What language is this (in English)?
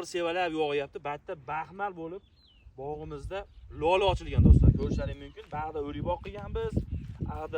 Uzbek